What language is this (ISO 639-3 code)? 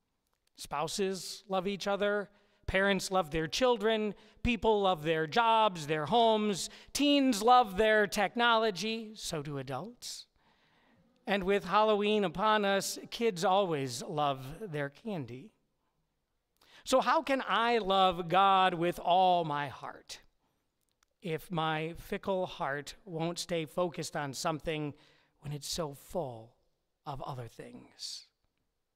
eng